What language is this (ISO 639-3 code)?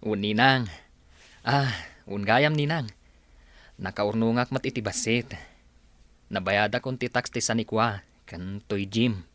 ilo